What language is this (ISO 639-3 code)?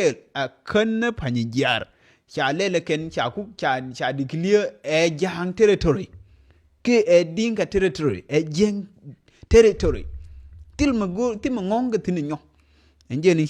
nus